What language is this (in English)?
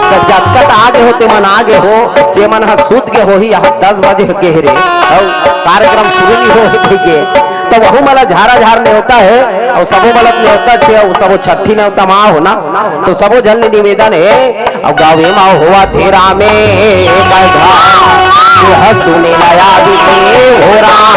Chhattisgarhi